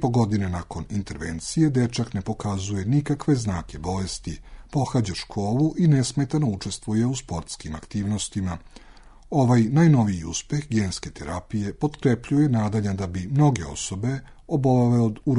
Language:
Serbian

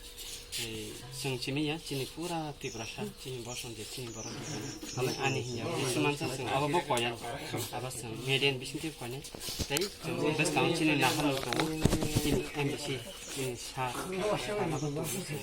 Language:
Kok Borok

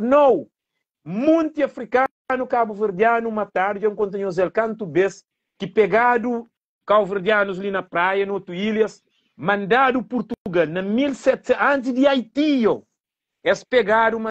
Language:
Kabuverdianu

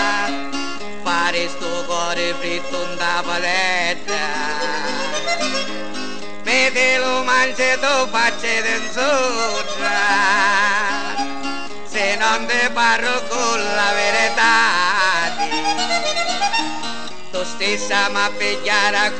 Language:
Italian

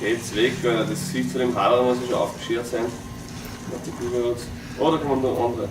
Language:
Bavarian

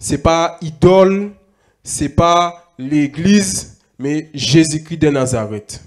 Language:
Guadeloupean Creole French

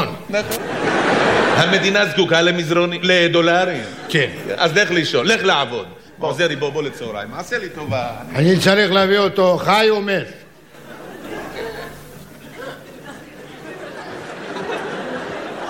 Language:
Hebrew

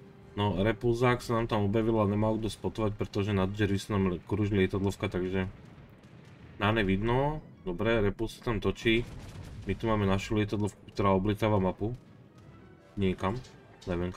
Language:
Slovak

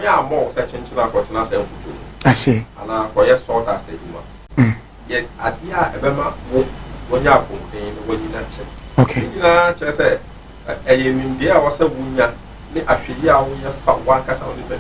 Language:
Akan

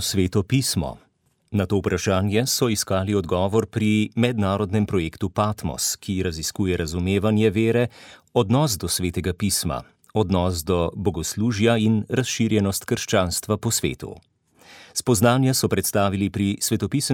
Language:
Slovenian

